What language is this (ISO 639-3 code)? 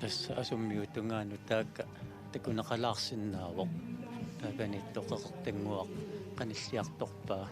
kal